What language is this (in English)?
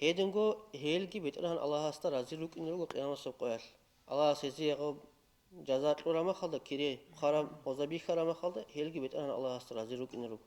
Avaric